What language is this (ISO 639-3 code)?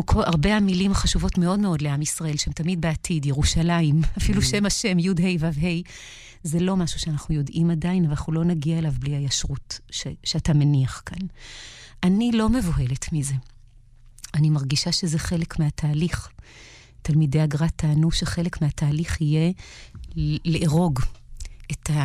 heb